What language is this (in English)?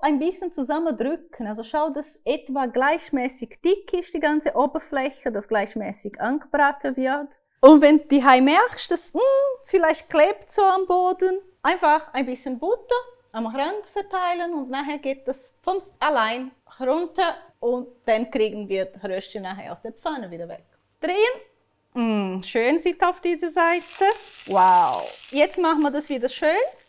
Swiss German